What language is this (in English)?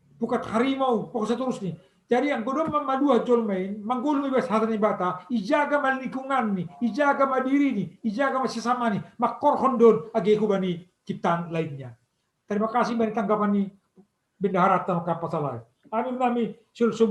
Batak Simalungun